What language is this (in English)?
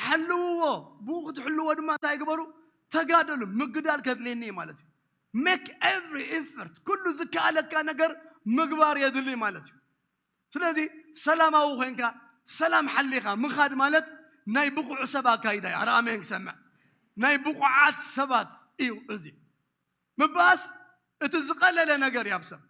Tigrinya